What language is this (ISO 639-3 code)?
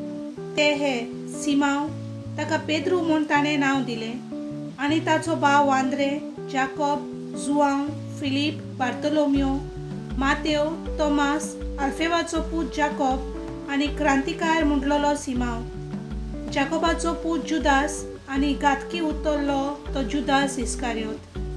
kok